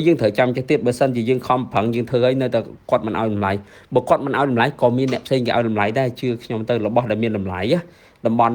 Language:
Khmer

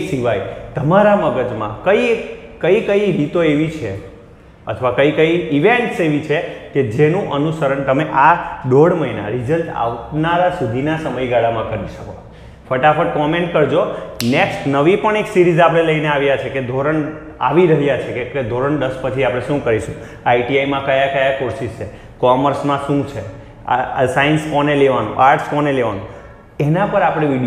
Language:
Gujarati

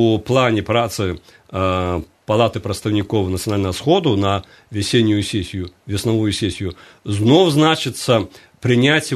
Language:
Belarusian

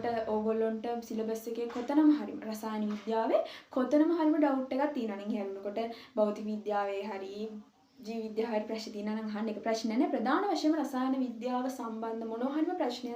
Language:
Sinhala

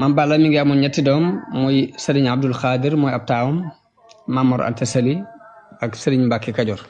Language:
Wolof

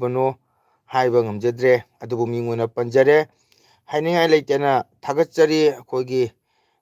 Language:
Manipuri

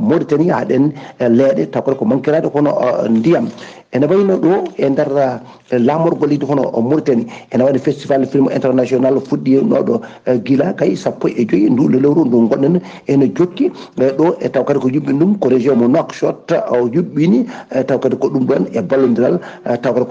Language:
Fula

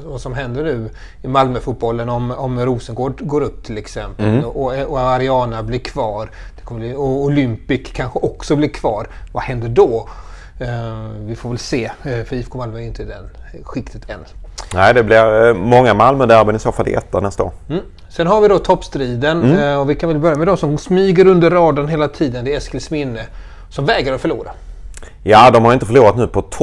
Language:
Swedish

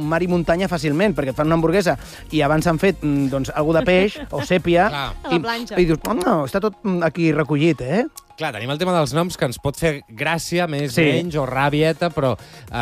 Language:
Catalan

